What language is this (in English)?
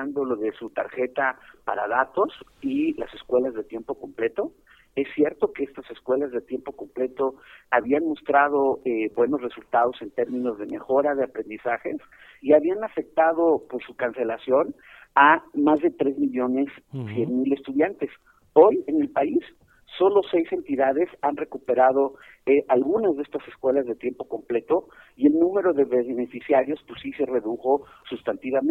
Spanish